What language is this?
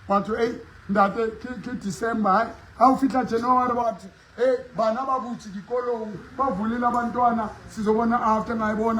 Southern Sotho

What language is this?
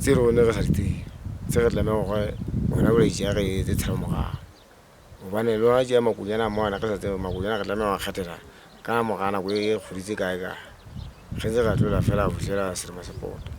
Southern Sotho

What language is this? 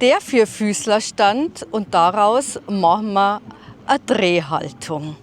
Bavarian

